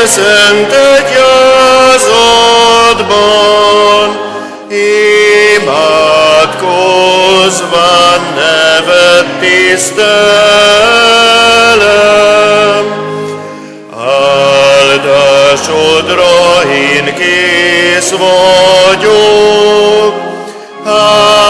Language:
Hungarian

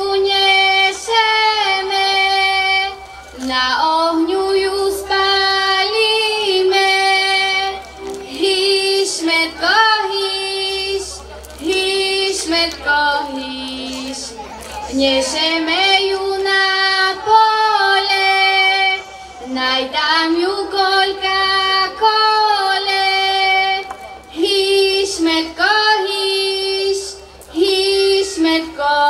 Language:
Slovak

